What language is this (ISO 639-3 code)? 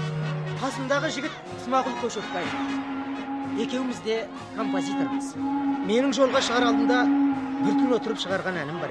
kaz